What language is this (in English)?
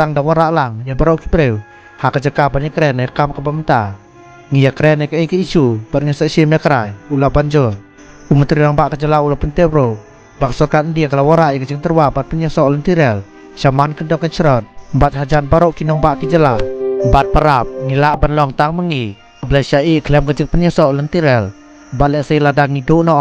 Khasi